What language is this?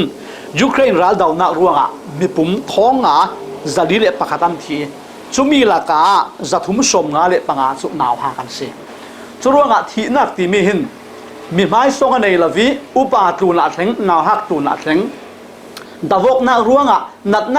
Falam Chin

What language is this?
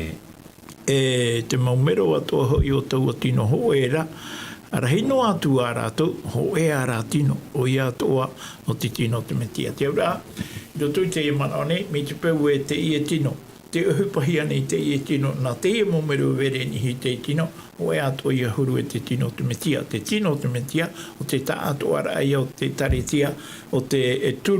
Tahitian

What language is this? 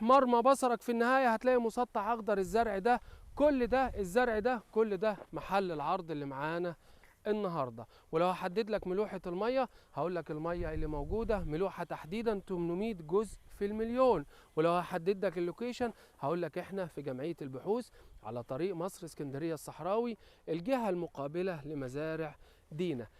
Egyptian Arabic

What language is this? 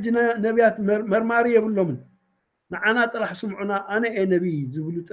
Tigrinya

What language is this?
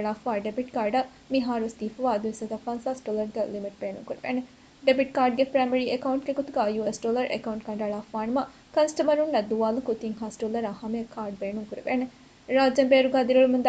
Divehi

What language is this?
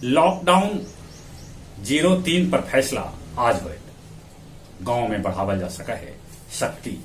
Magahi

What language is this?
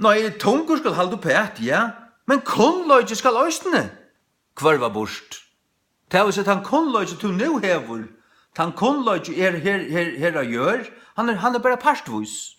Faroese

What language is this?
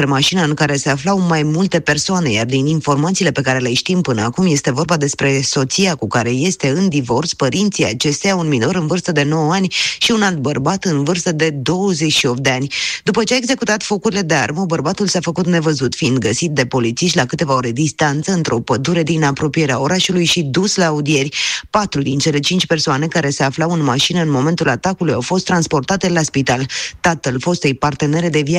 Romanian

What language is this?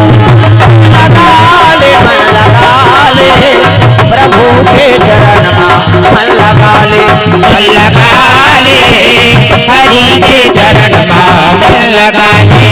Chhattisgarhi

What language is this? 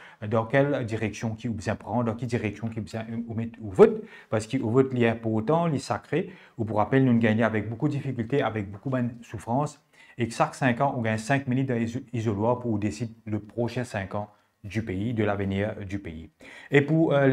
Morisyen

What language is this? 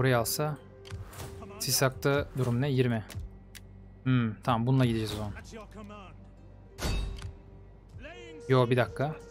Turkish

